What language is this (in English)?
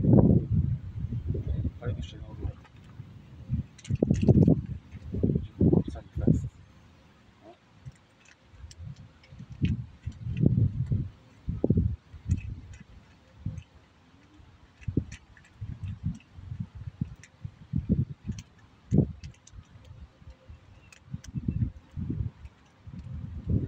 Polish